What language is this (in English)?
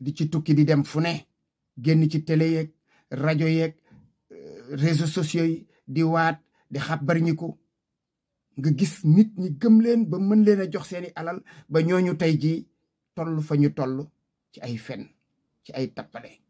Wolof